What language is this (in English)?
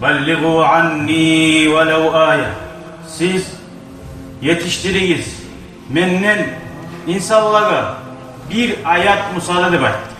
Kumyk